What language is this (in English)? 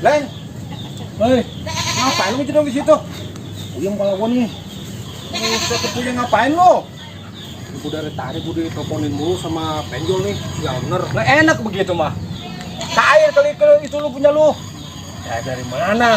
Betawi